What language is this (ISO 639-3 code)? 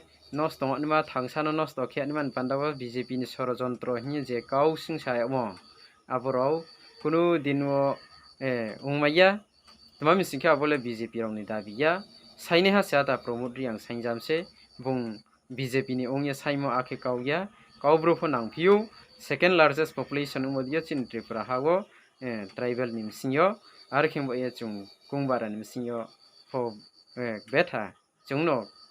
ria